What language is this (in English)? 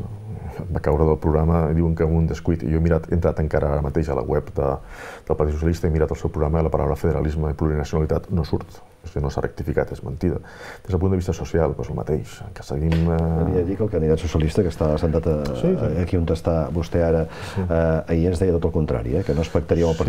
Catalan